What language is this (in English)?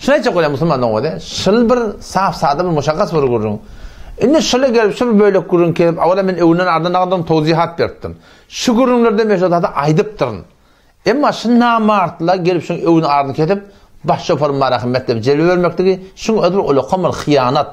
Turkmen